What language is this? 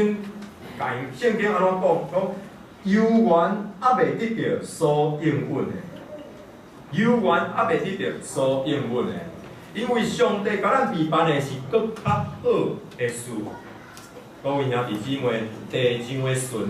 Min Nan Chinese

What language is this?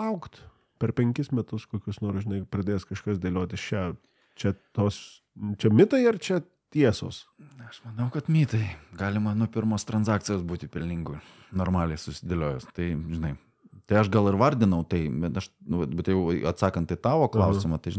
Lithuanian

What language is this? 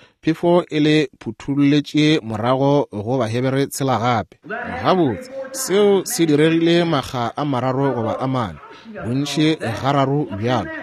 Northern Sotho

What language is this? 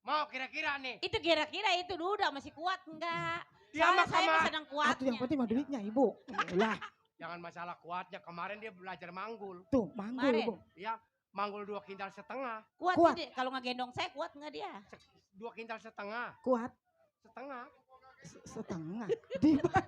Betawi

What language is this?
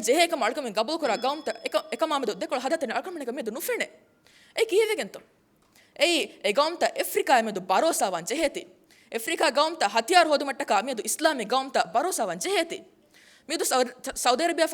Divehi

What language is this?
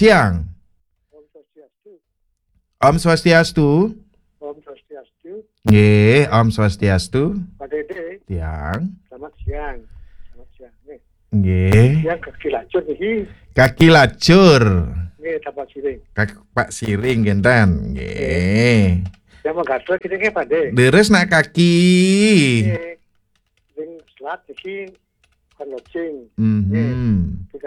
Balinese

